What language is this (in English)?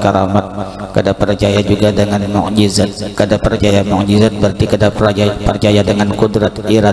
Banjar